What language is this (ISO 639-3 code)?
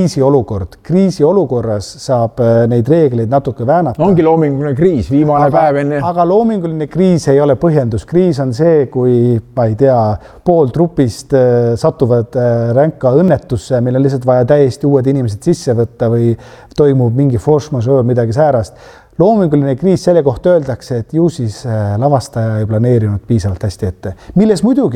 est